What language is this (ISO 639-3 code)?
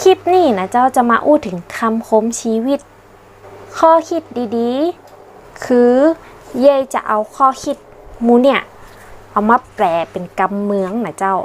nod